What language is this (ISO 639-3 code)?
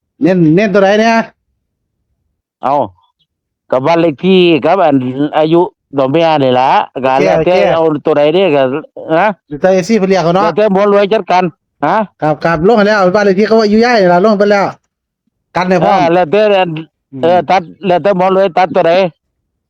tts